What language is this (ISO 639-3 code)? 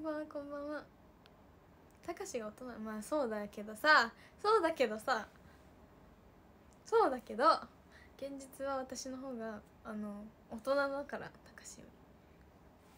jpn